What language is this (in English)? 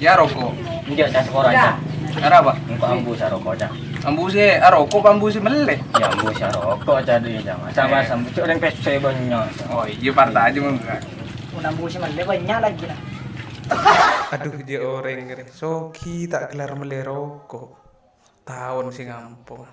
Madurese